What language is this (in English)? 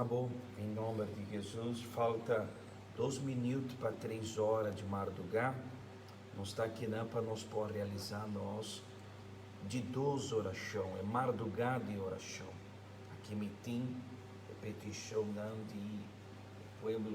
Papiamento